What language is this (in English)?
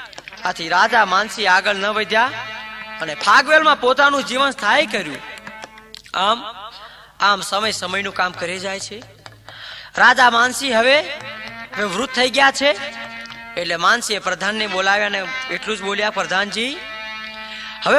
Gujarati